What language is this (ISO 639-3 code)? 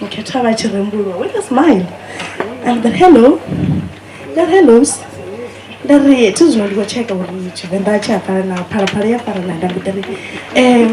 ven